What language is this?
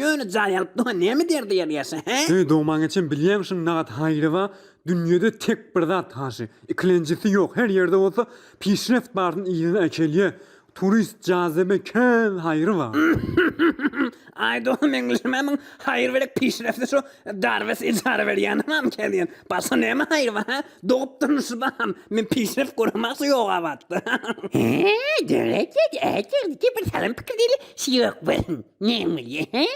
Turkmen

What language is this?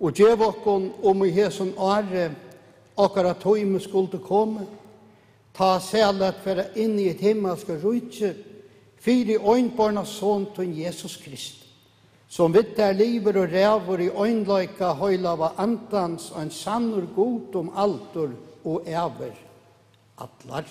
Faroese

